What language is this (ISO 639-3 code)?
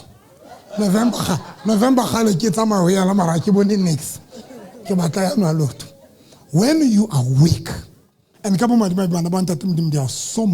sot